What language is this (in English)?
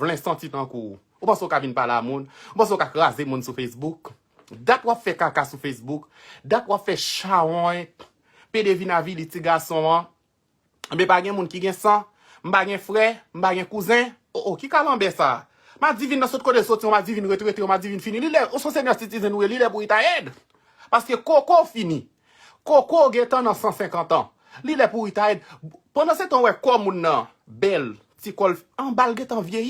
Haitian Creole